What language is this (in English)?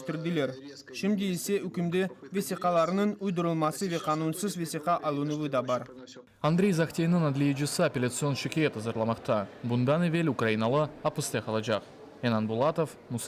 Crimean Tatar